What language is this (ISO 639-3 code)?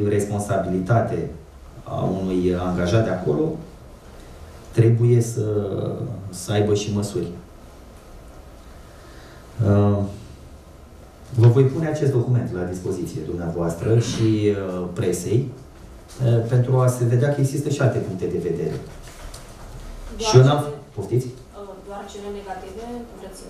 ron